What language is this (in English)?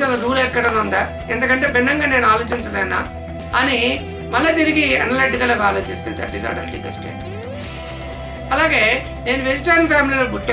Telugu